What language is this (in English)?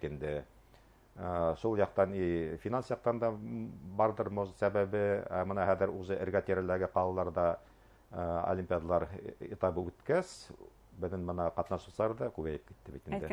Bashkir